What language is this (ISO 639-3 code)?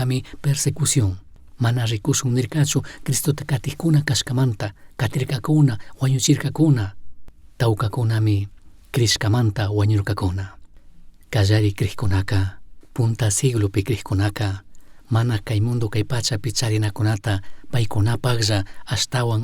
qug